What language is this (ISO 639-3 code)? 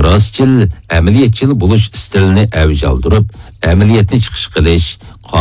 uig